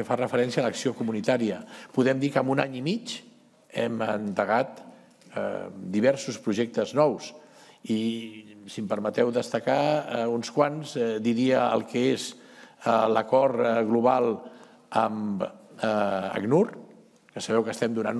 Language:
Catalan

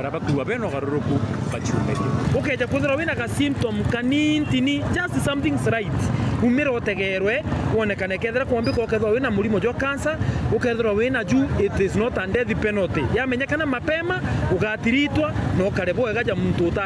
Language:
Meru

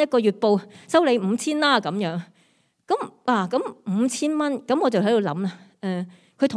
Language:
Cantonese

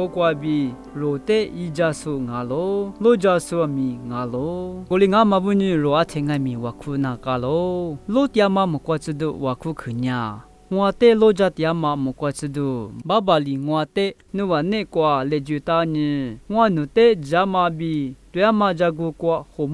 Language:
Lisu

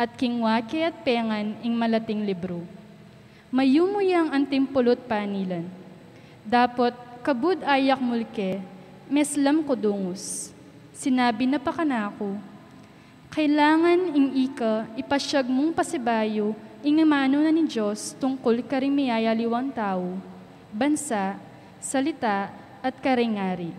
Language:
Pampanga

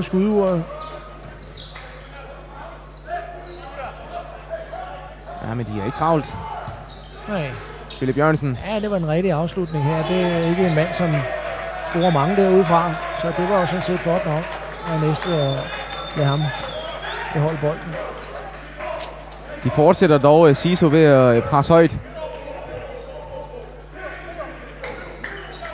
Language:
Danish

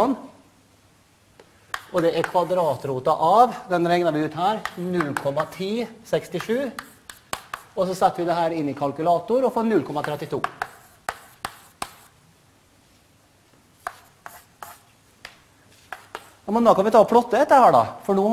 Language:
Norwegian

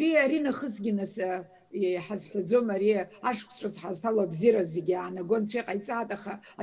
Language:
Abkhazian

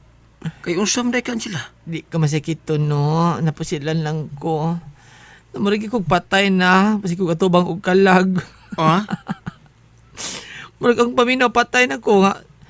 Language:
Cebuano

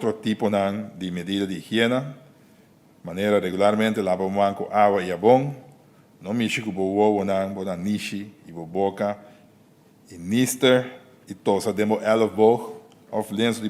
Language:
Papiamento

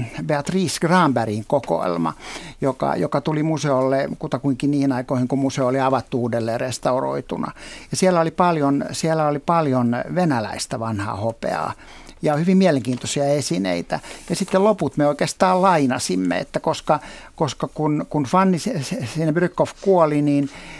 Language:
Finnish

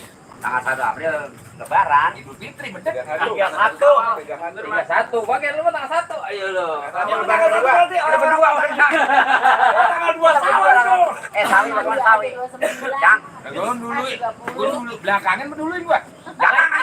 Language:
Betawi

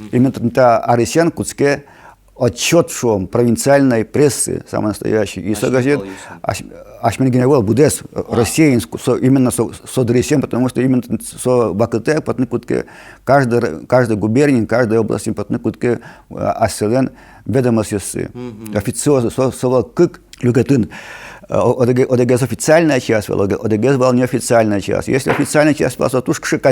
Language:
Udmurt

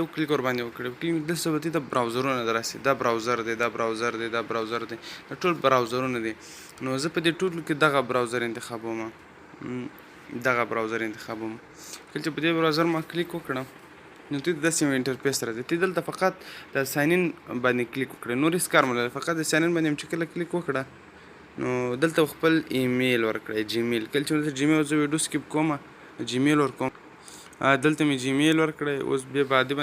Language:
Pashto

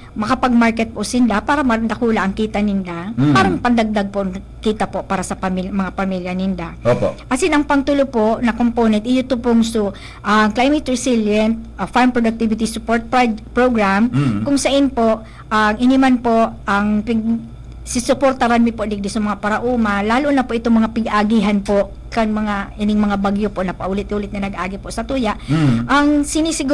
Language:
Bikol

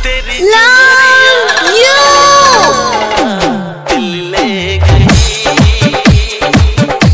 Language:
Bhojpuri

